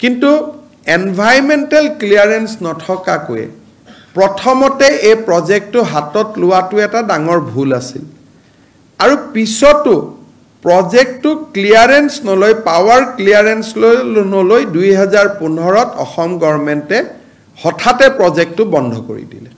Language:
Assamese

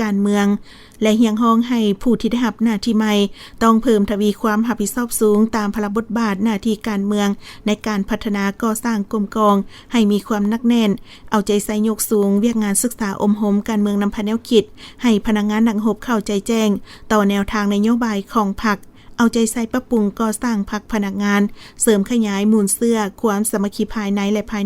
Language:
Lao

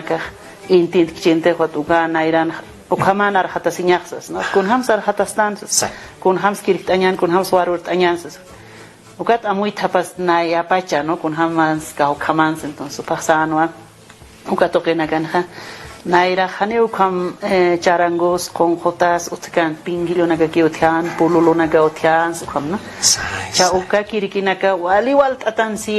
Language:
Aymara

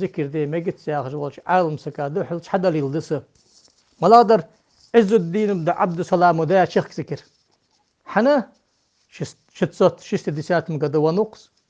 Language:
Ingush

